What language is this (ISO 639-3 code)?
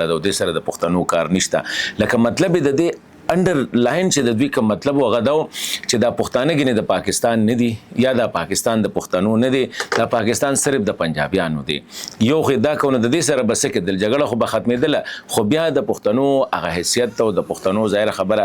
pus